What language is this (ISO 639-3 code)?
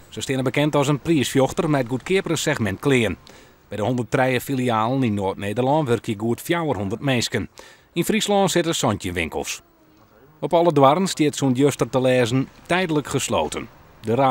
fry